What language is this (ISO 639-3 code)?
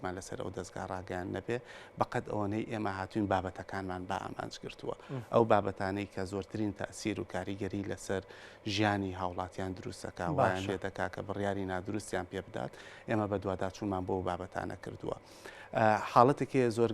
ckb